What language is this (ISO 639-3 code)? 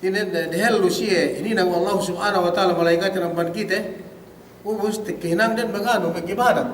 yka